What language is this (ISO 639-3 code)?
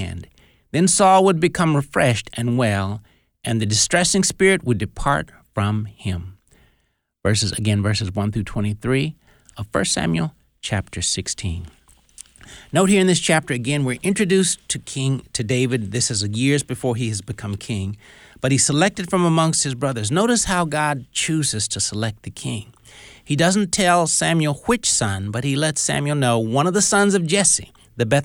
eng